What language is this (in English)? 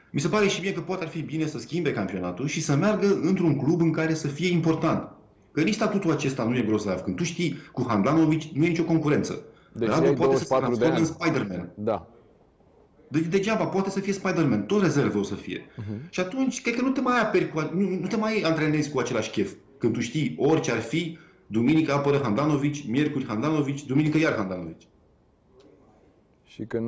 Romanian